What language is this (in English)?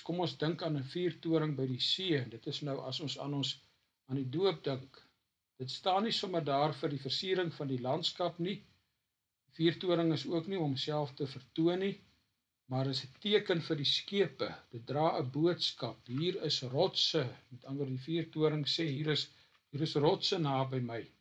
Afrikaans